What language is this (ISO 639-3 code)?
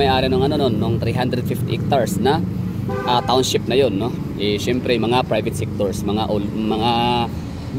fil